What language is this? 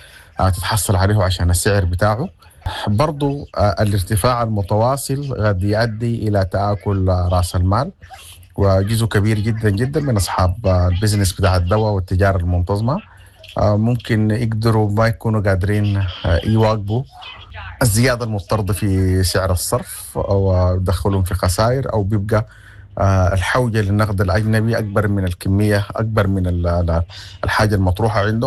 Sudanese Arabic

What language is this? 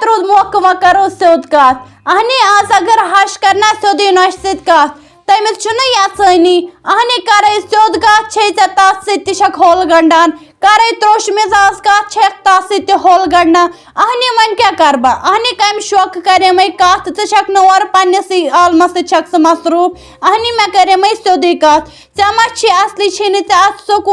Kashmiri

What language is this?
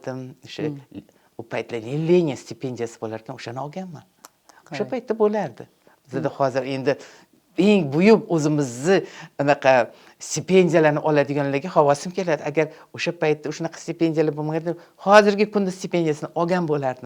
Uzbek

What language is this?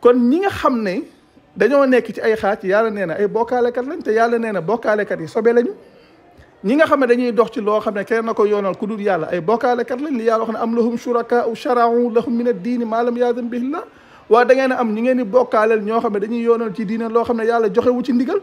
Wolof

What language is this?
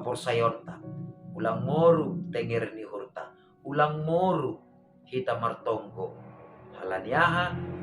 Batak Simalungun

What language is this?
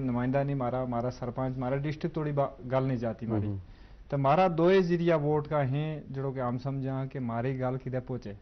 Gujari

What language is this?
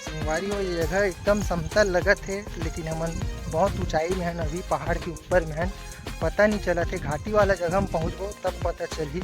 Chhattisgarhi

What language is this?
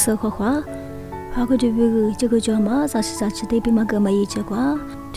Lisu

